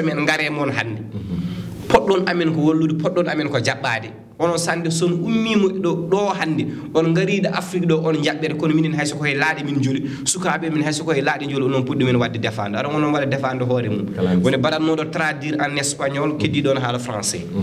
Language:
Fula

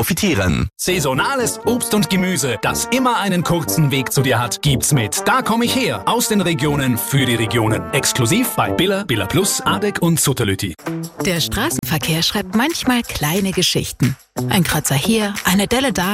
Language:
German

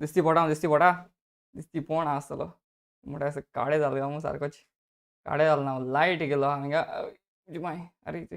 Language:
Konkani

